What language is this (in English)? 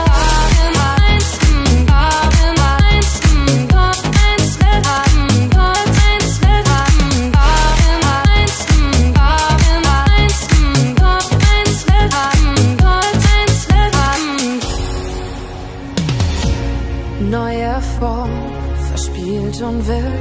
German